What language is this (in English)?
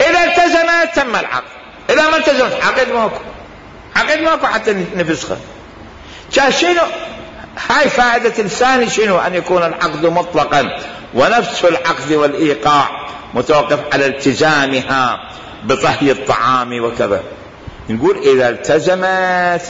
Mesopotamian Arabic